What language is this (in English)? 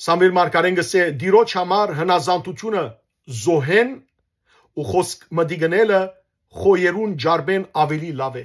Western Armenian